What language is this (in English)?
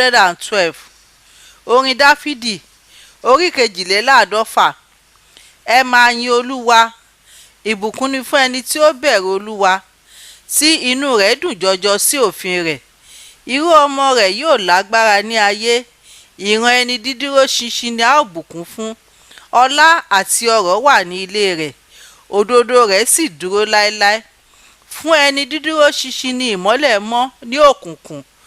Yoruba